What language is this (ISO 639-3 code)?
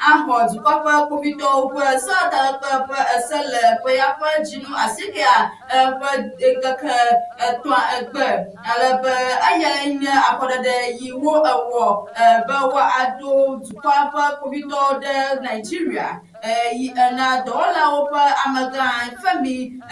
ewe